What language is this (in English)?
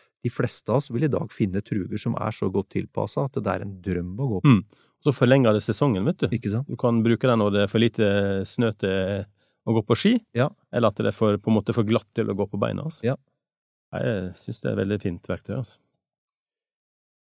Norwegian